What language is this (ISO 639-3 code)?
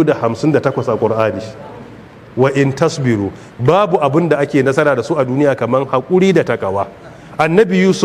hau